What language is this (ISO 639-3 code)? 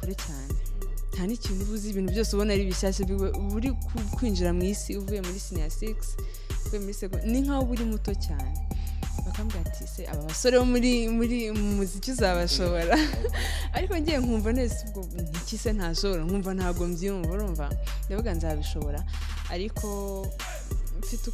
kin